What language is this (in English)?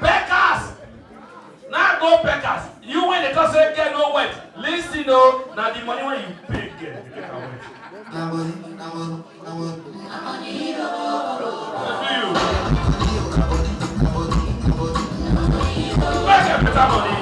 Nigerian Pidgin